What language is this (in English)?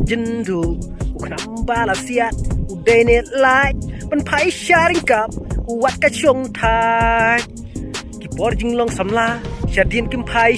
Khasi